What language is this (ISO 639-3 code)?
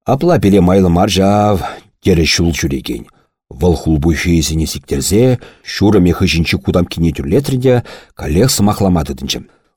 chv